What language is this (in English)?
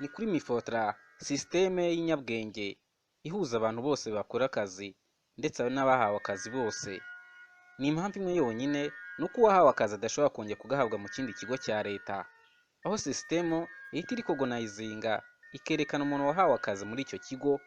Kinyarwanda